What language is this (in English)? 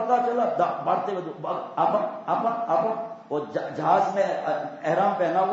Urdu